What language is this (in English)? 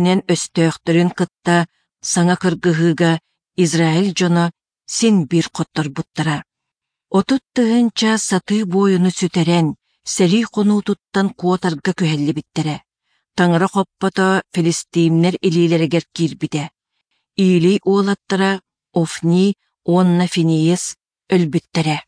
Yakut